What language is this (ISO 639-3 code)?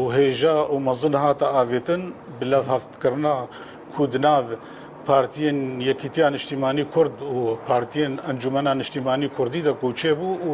kur